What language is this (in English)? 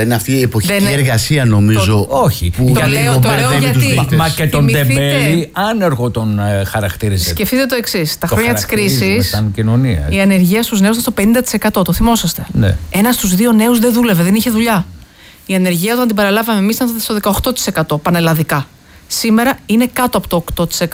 Greek